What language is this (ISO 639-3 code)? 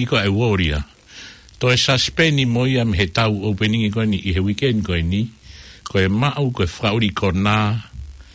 ton